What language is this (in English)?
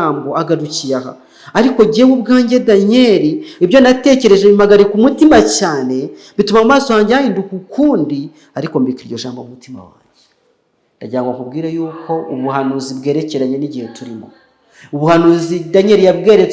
Kinyarwanda